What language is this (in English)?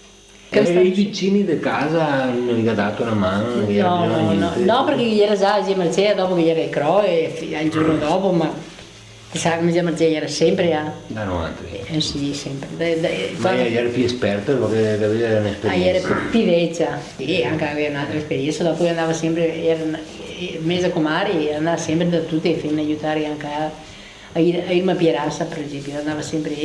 Venetian